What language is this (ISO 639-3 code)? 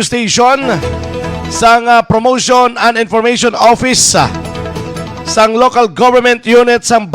hil